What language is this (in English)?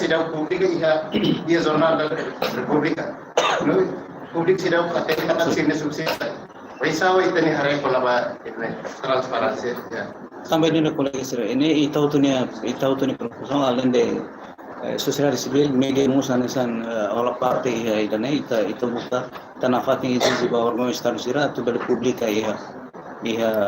Tetum